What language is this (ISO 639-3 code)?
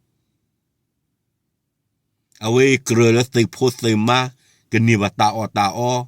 ksw